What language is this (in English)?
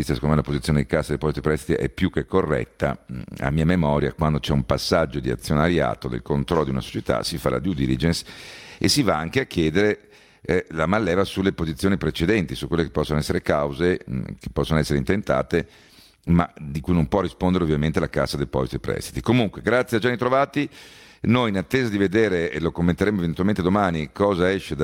Italian